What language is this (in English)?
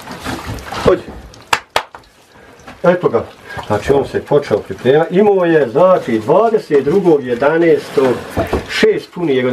Bosnian